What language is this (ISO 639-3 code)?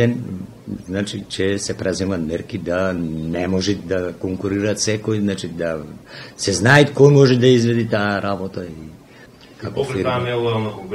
mkd